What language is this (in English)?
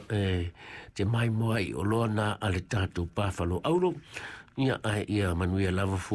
Samoan